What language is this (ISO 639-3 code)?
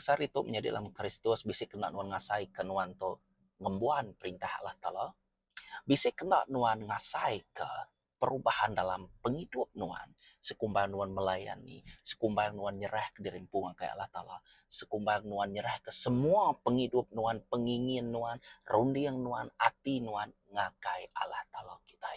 iba